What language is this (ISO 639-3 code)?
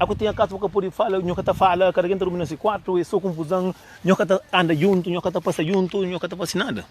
kea